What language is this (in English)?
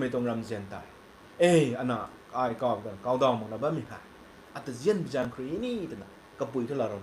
Rongmei Naga